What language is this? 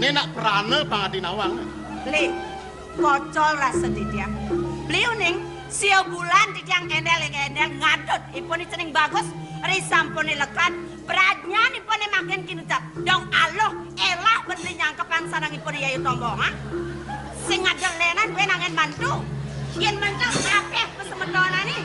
Balinese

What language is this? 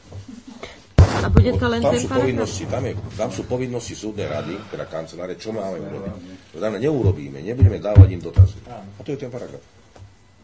Slovak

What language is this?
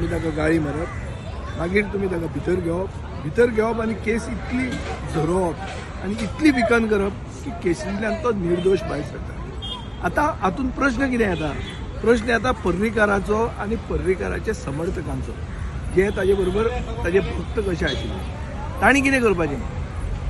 Konkani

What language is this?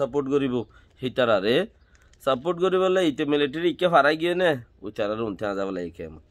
Rohingya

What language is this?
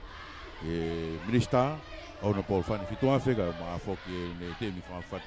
Tongan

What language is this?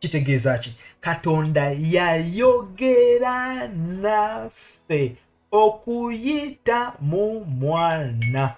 Ganda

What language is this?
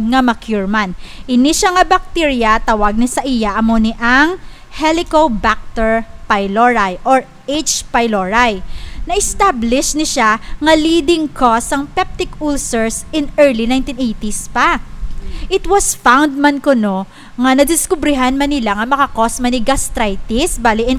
Hiligaynon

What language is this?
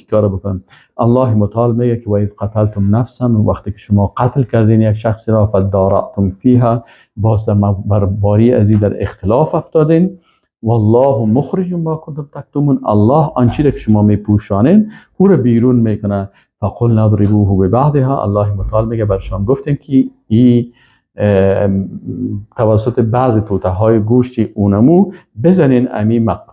Persian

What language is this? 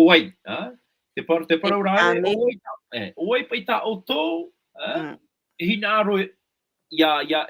Tahitian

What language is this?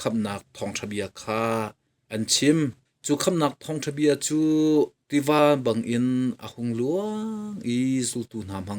Hakha Chin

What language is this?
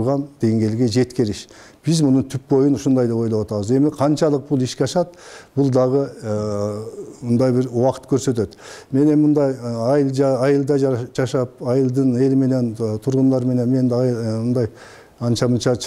Kyrgyz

